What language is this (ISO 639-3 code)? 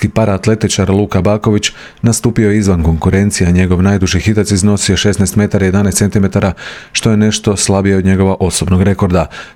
hrv